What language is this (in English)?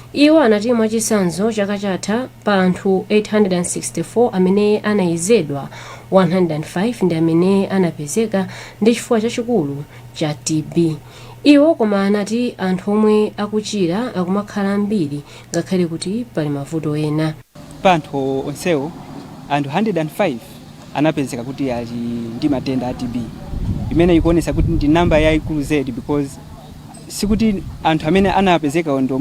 Nyanja